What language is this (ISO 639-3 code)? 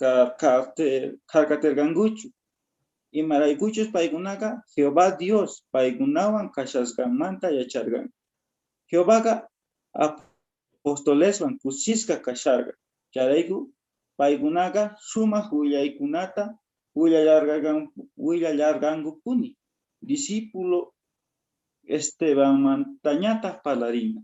quh